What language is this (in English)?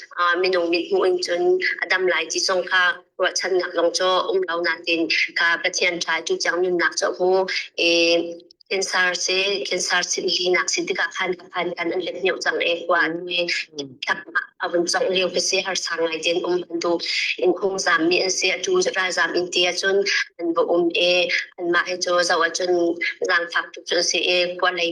Hakha Chin